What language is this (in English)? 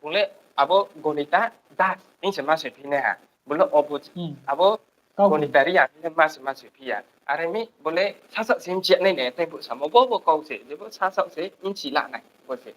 Riang (India)